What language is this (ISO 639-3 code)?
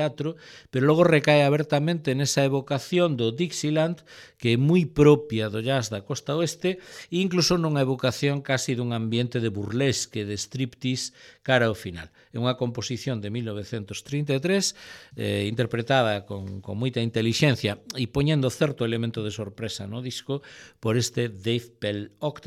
glg